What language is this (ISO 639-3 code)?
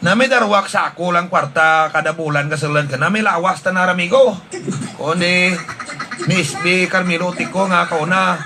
hil